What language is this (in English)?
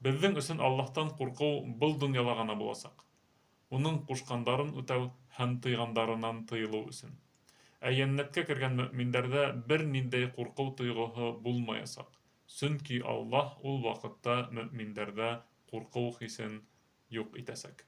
Bashkir